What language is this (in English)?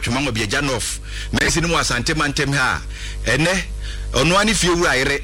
Akan